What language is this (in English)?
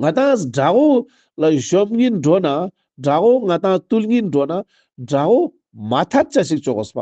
Ladakhi